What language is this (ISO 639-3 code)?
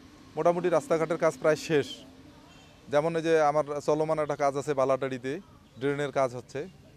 ben